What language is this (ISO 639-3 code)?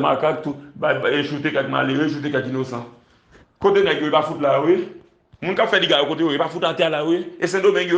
hat